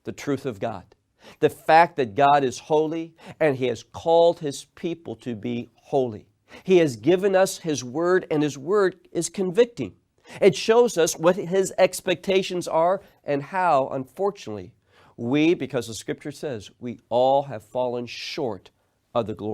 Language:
English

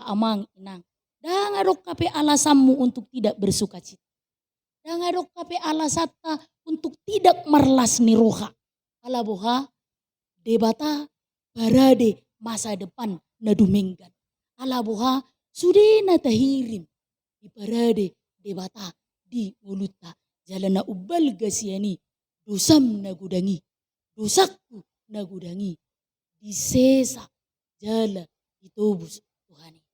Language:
Batak Toba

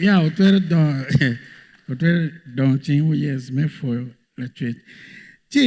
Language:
Acoli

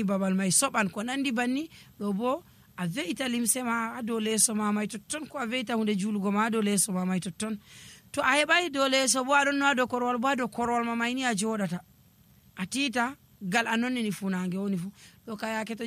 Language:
Nigerian Fulfulde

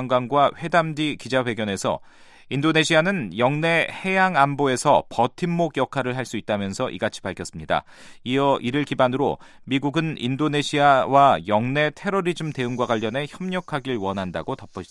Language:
Korean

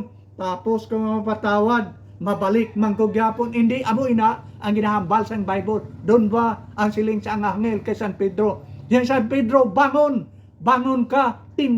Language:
Hiligaynon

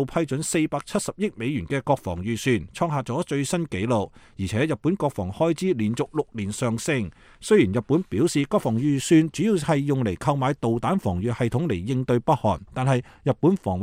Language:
Cantonese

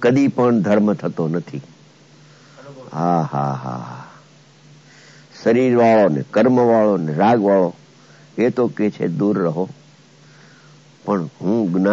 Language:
Gujarati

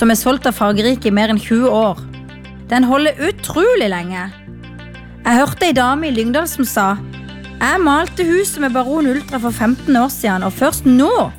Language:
Norwegian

